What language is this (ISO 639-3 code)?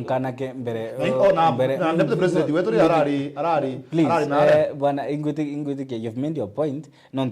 mer